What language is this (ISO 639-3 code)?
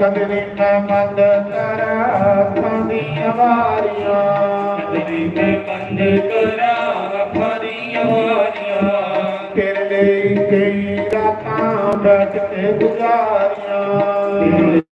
doi